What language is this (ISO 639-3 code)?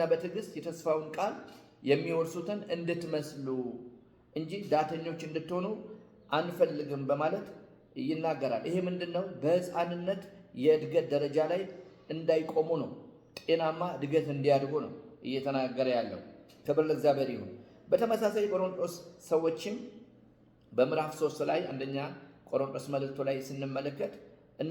amh